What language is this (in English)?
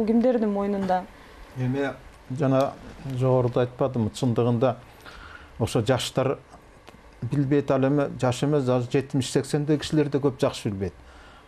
Kyrgyz